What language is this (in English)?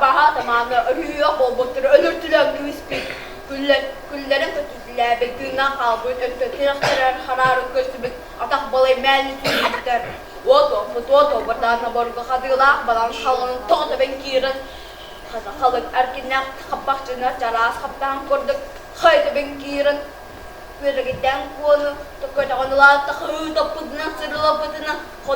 Yakut